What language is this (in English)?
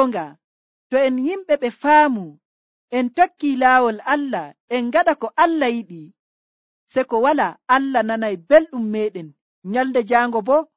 Nigerian Fulfulde